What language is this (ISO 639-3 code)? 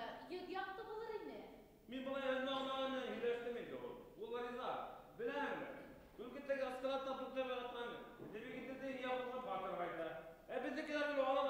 bak